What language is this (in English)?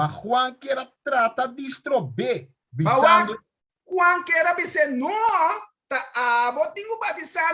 Papiamento